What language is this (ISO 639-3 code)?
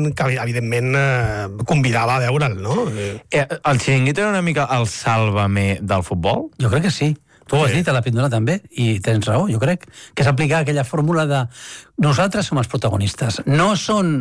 cat